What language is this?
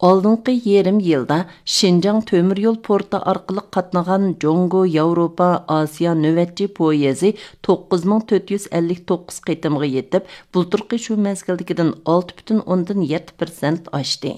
Uyghur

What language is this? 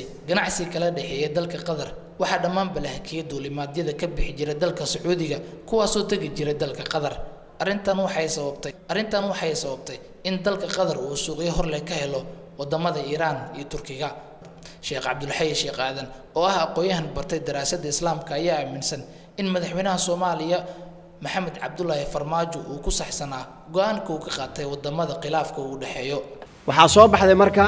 Somali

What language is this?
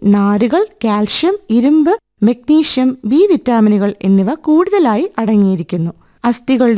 Malayalam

